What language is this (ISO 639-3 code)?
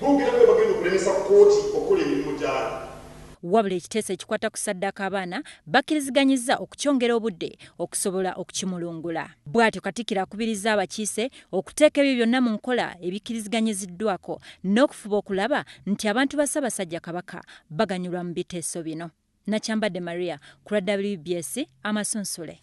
lug